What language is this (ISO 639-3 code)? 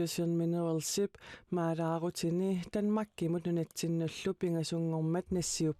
kal